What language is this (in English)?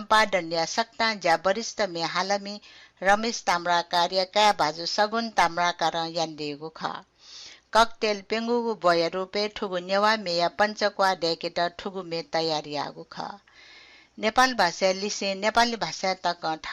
Newari